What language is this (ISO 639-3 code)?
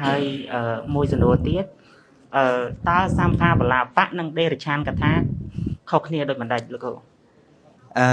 khm